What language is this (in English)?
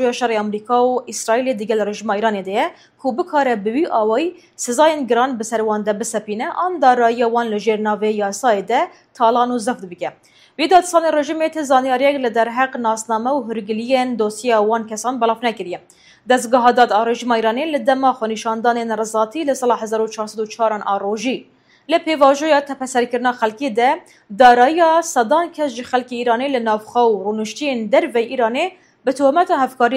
Kurdish